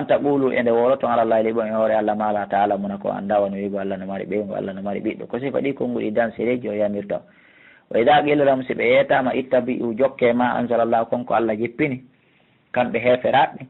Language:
Fula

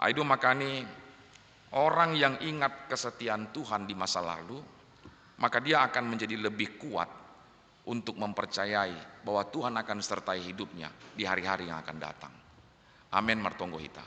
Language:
Batak Simalungun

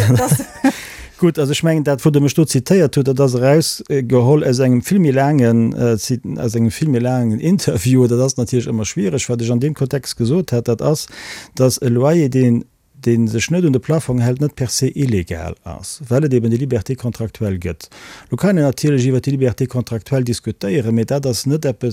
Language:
Luxembourgish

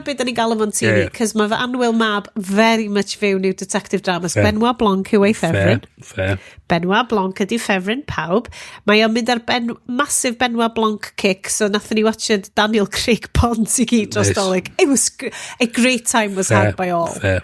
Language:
Welsh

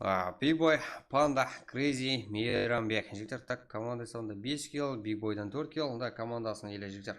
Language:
Kara-Kalpak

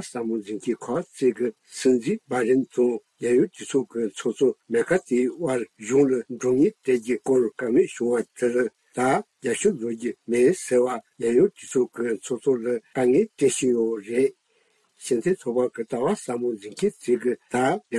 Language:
Tibetan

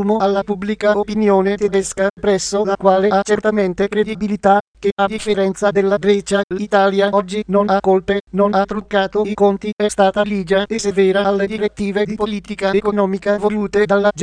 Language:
Italian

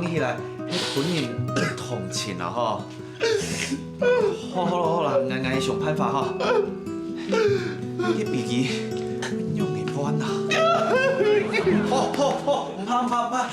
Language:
Hakka Chinese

